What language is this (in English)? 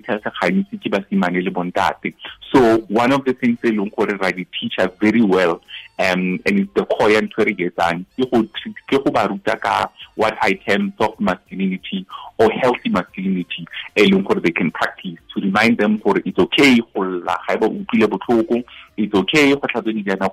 Tswana